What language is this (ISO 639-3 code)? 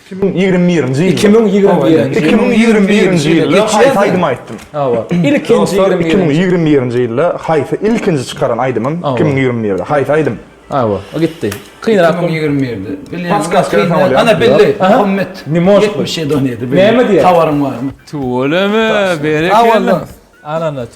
tuk